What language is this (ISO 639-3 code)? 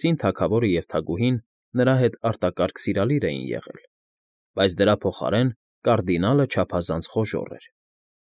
hye